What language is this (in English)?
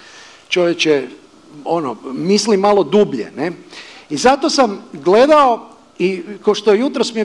Croatian